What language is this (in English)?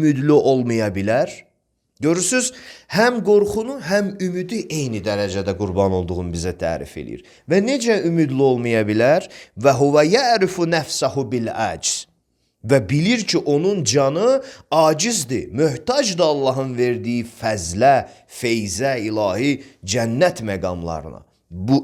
Azerbaijani